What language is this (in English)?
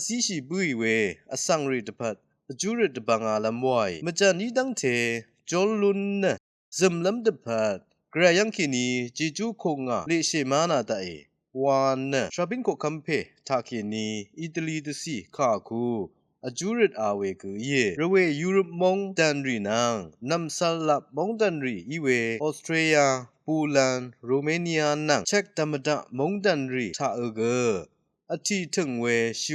Rawang